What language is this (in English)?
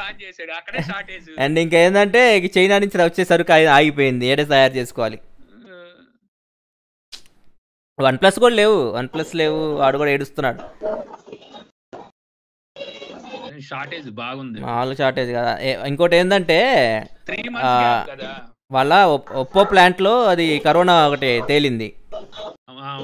Telugu